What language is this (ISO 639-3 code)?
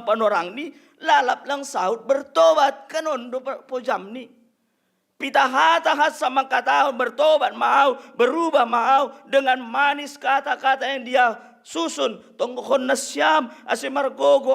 bts